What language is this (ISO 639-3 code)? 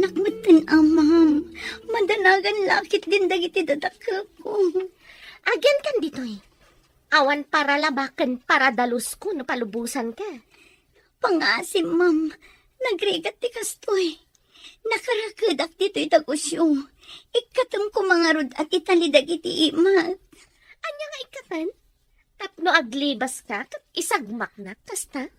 ilo